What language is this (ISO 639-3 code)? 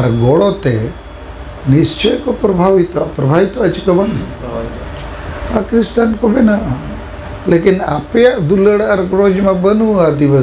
sat